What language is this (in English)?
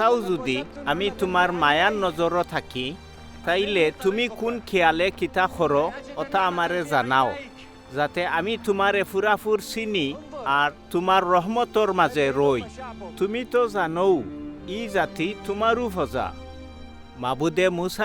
Sylheti